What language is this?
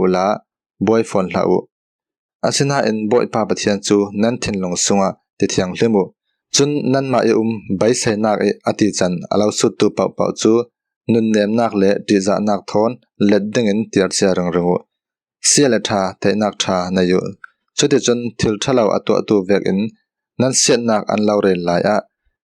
Falam Chin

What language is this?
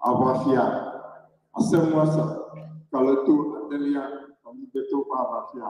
Ewe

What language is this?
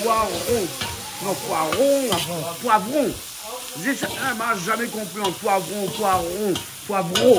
Réunion Creole French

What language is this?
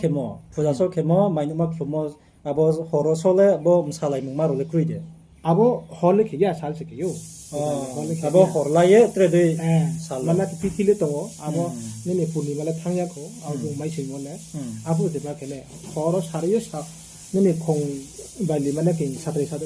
Riang (India)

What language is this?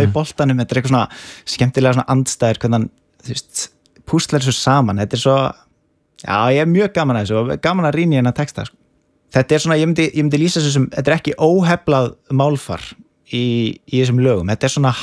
Icelandic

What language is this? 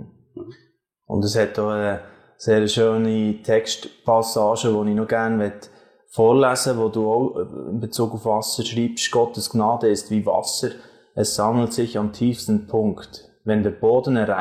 Swiss German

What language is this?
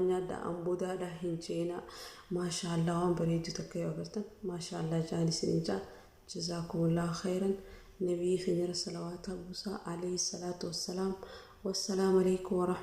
Oromo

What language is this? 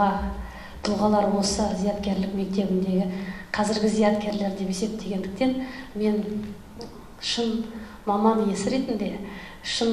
Kazakh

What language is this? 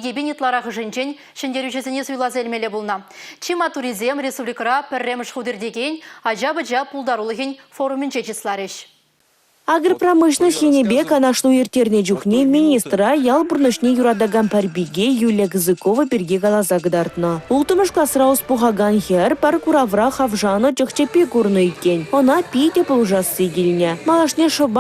Chuvash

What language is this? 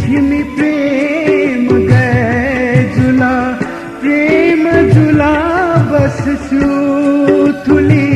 Newari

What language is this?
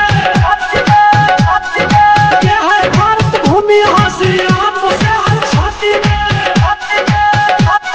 Hindi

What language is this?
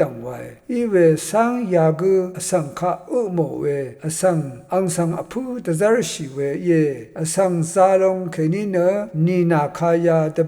Rawang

